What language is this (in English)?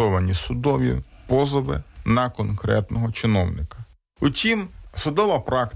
Ukrainian